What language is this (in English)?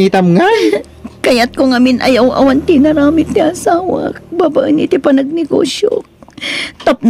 Iloko